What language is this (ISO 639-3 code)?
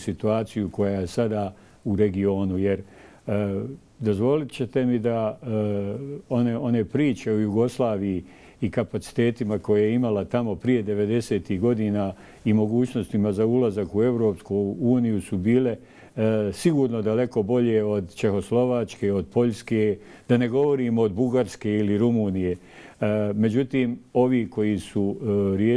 bos